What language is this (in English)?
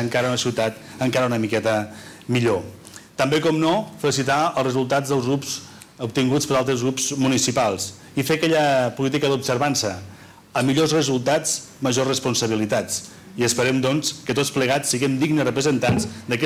Catalan